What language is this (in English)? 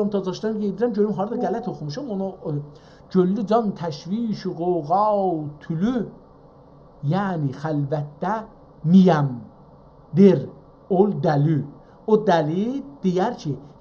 South Azerbaijani